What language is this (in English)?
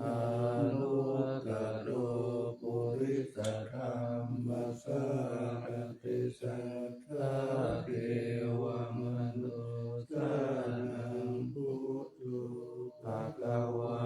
Pali